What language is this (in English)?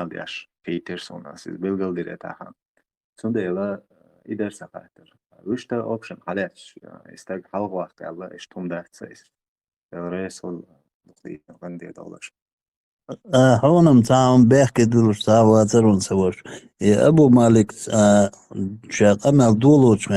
Chechen